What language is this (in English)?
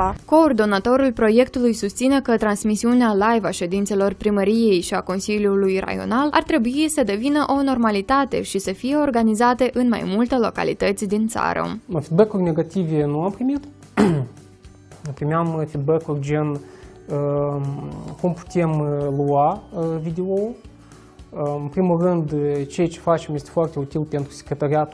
Romanian